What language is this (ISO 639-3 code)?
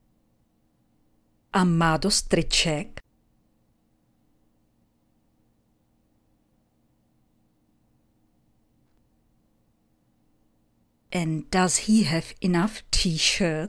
ces